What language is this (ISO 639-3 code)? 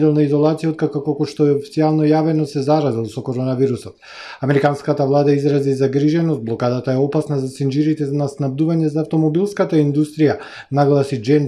mkd